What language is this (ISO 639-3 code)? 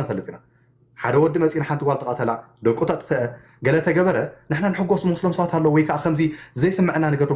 tir